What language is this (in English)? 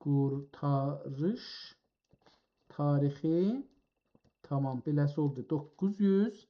South Azerbaijani